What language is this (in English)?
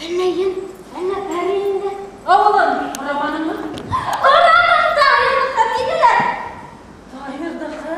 Bashkir